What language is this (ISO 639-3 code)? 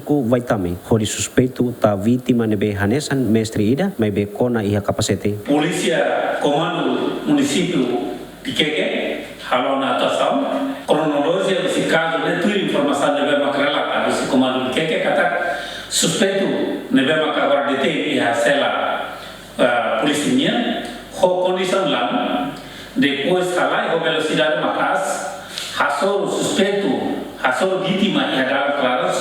tet